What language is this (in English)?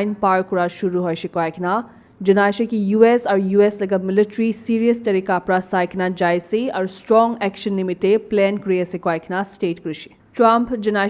Naga Pidgin